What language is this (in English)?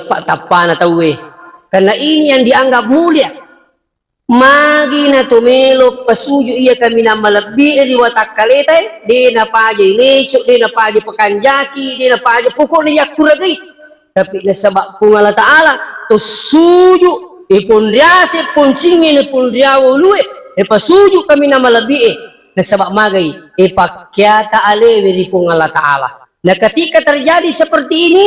Buginese